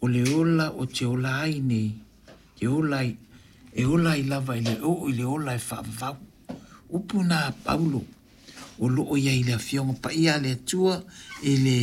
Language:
Samoan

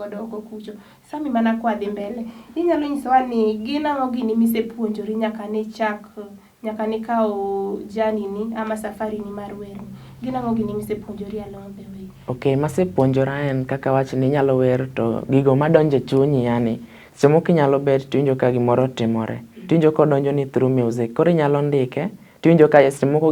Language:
Luo (Kenya and Tanzania)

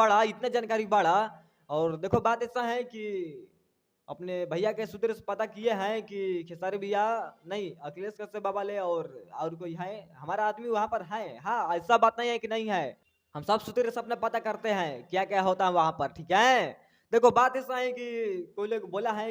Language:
Bhojpuri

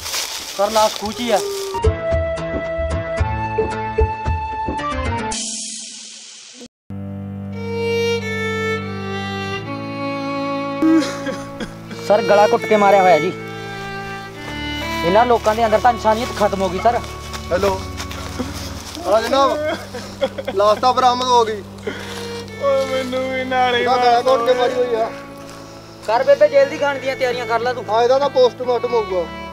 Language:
Punjabi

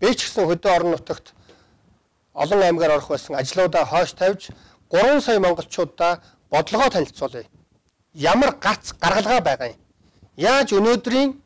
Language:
Mongolian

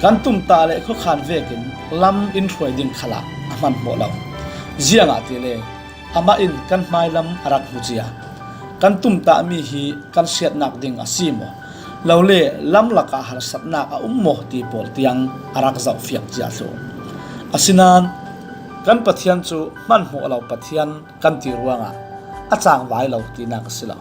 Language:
Falam Chin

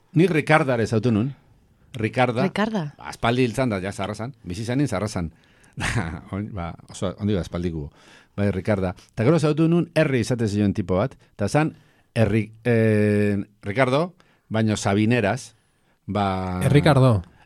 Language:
Basque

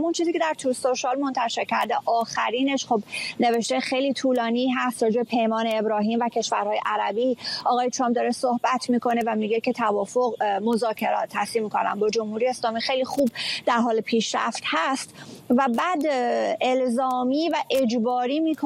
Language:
Persian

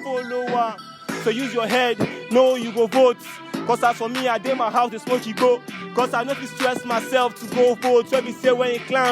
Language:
Nigerian Pidgin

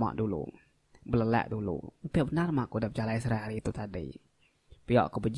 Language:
Iban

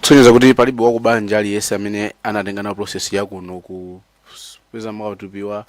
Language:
Nyanja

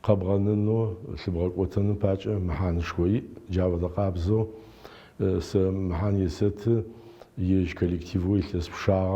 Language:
Adyghe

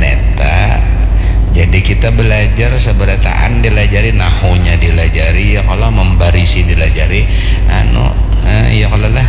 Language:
Banjar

